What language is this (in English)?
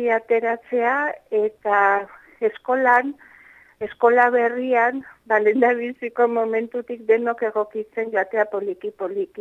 Basque